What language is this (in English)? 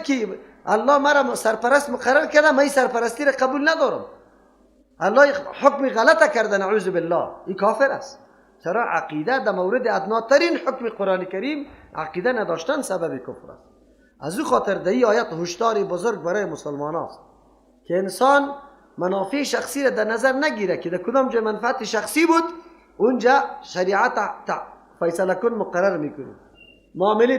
Persian